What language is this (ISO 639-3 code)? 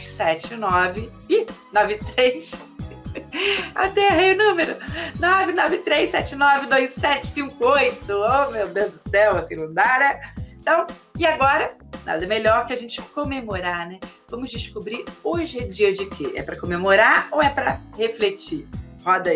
por